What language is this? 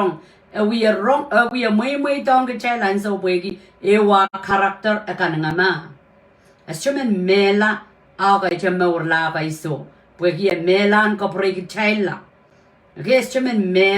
Pohnpeian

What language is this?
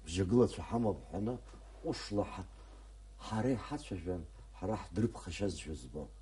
Abkhazian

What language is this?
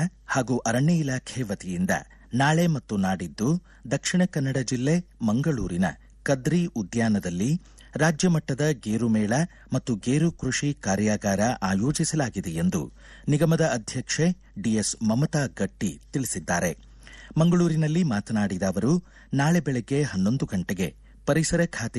Kannada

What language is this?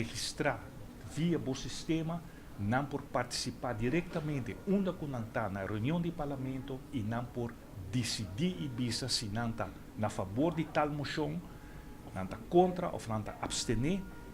Papiamento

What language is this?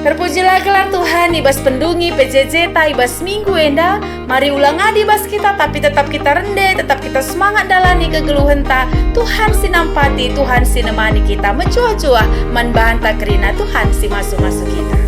Batak Karo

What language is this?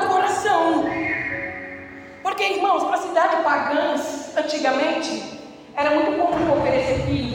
Portuguese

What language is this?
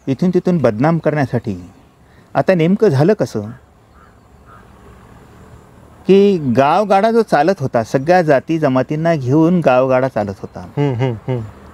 Marathi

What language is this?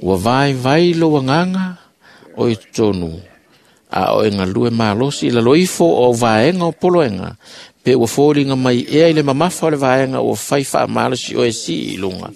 Samoan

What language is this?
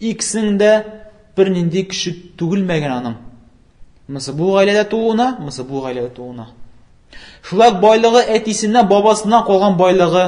Tatar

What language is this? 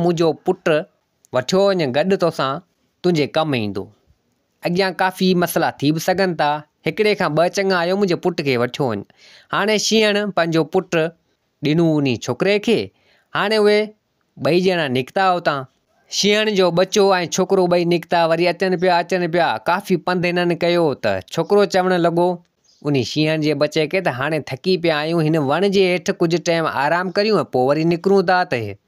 Sindhi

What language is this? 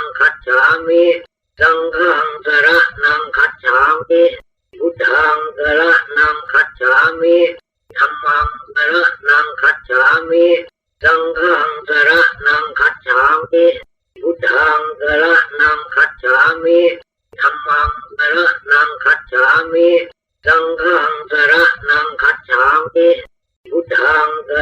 Pali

